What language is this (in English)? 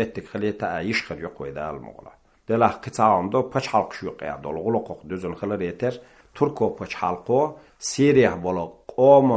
Chechen